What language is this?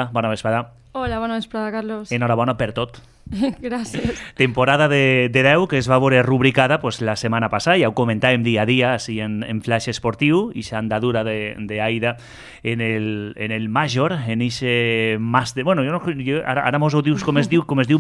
Catalan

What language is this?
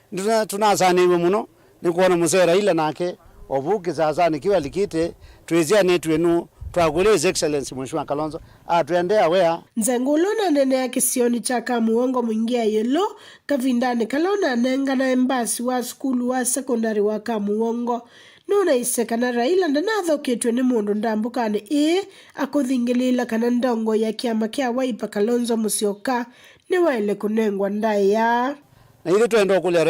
Kamba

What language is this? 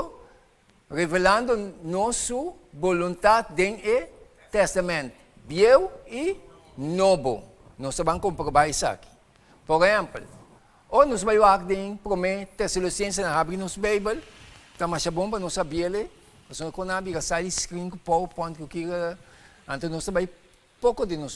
Papiamento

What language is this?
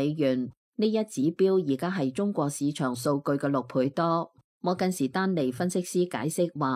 Cantonese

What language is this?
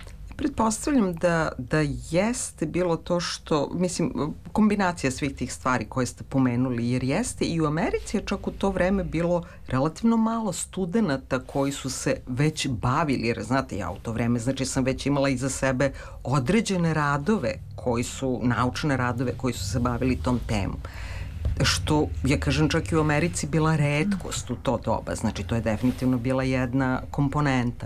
Serbian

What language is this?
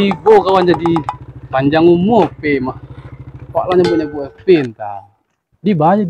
Minangkabau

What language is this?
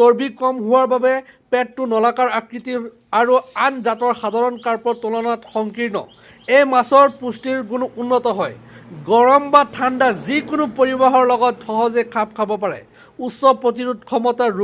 Assamese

